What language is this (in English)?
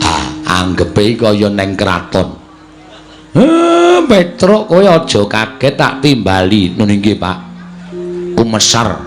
Javanese